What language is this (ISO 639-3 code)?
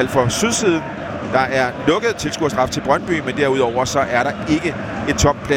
dan